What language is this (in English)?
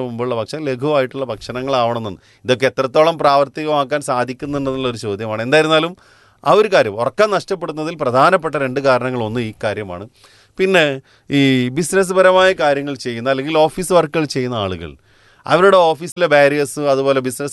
Malayalam